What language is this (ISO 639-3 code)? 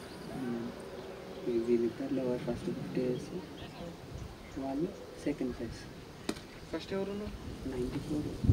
tel